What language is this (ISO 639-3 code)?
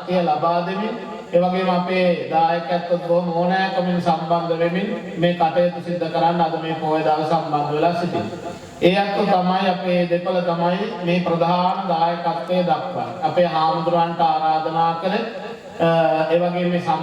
sin